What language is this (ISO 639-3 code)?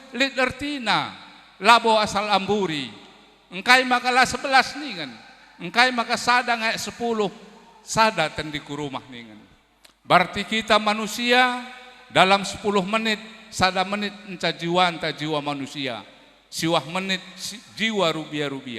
btx